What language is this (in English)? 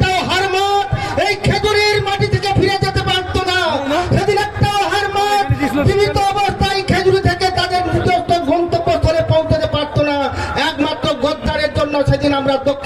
Bangla